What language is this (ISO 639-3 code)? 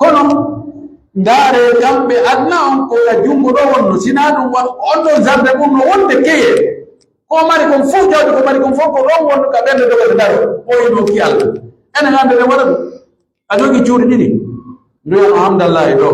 fuf